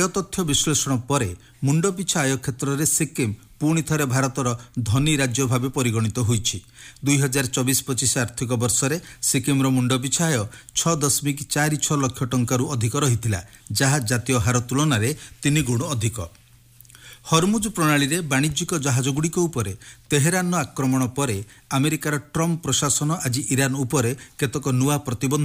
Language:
Odia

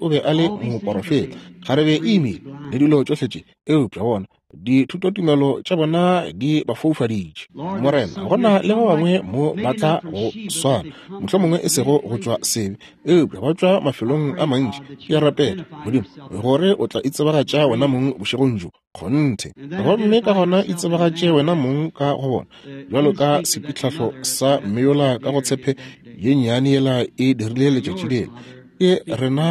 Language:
Northern Sotho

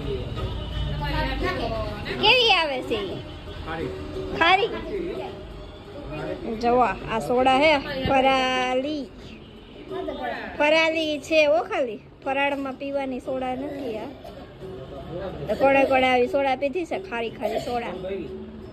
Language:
Gujarati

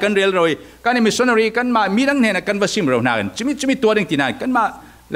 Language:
Falam Chin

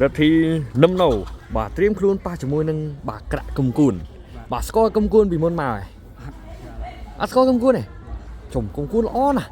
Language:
Khmer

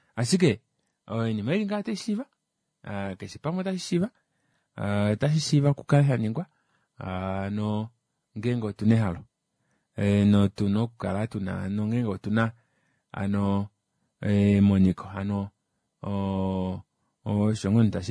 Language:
Kuanyama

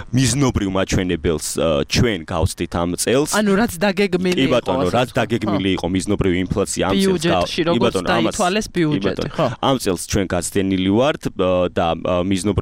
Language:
Georgian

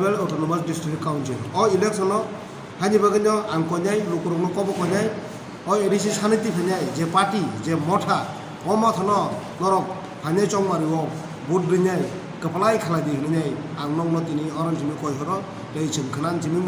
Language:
Kok Borok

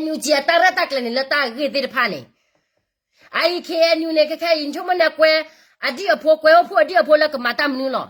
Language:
S'gaw Karen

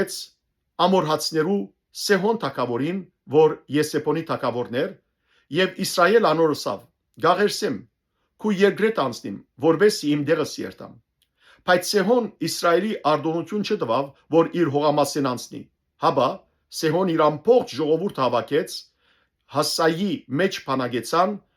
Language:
Western Armenian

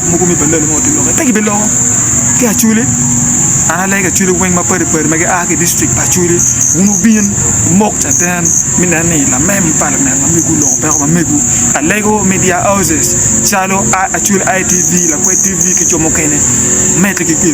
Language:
Acoli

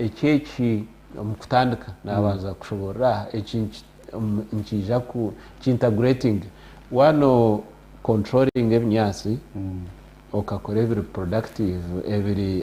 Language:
Nyankole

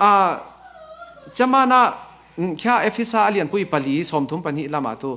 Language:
Falam Chin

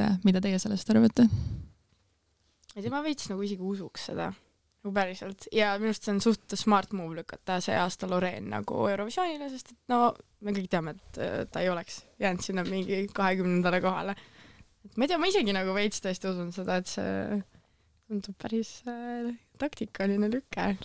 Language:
Estonian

